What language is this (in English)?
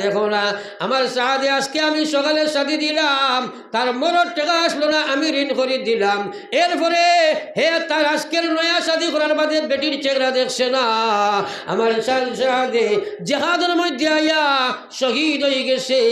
Sylheti